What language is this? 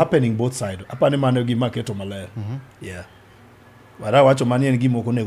Luo (Kenya and Tanzania)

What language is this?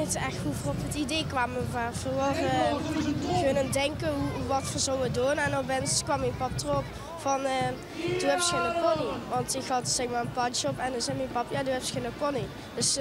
Limburgish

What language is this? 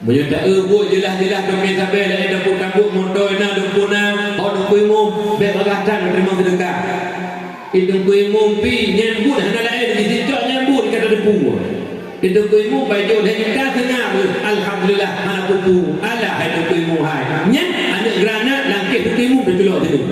Achinese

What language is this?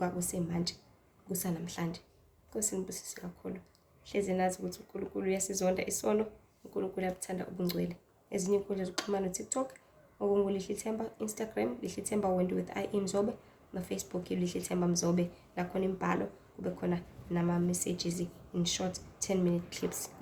Zulu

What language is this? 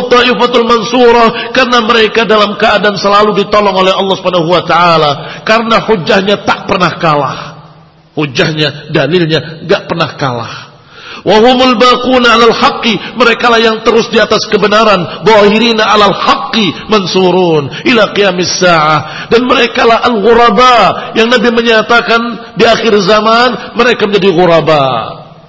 Indonesian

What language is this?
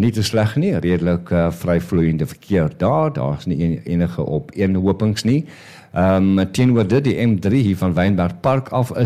Afrikaans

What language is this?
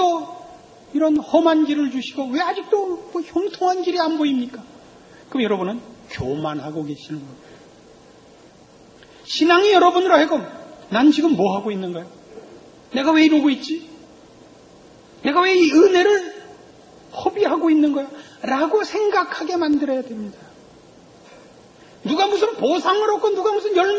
Korean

